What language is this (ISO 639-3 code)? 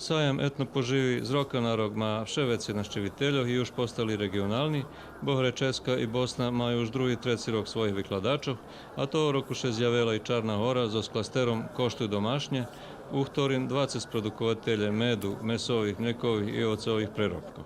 rue